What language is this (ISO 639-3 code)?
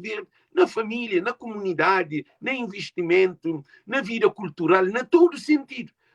kea